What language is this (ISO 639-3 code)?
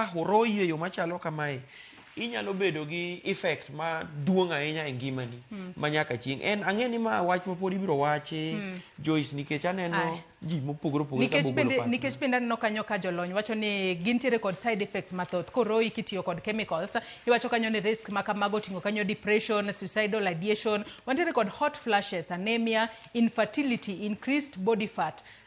luo